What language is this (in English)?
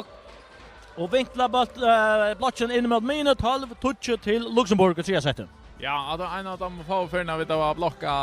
Faroese